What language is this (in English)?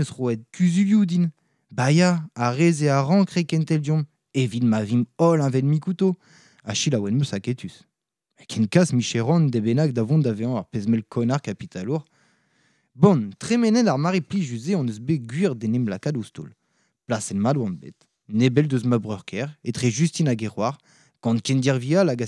Breton